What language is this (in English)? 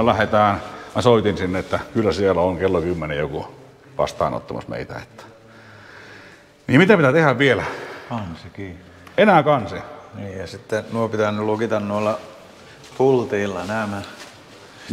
Finnish